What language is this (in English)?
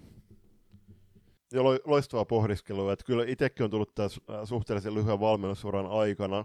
Finnish